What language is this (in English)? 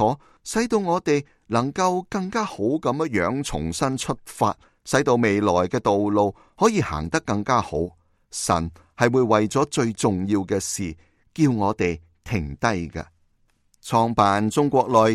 Cantonese